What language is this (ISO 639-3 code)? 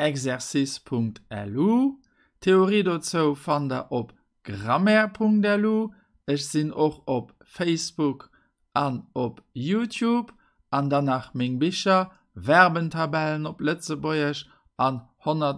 ltz